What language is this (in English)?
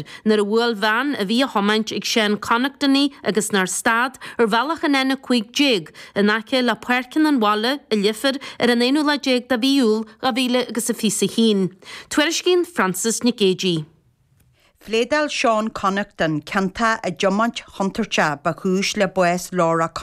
Irish